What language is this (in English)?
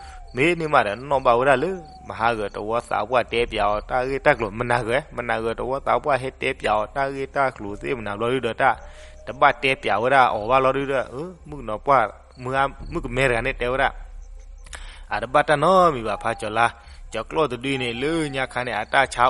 S'gaw Karen